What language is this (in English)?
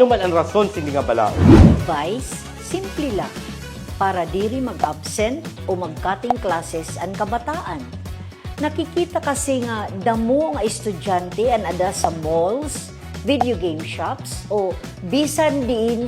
Waray